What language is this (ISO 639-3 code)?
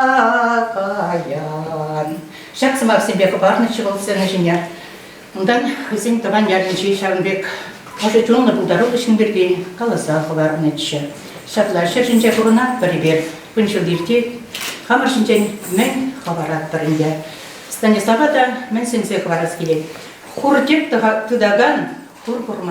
chv